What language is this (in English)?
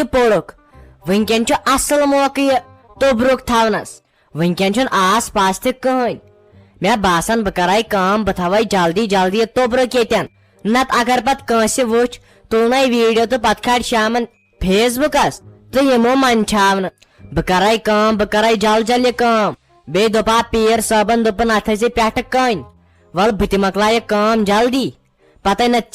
Kashmiri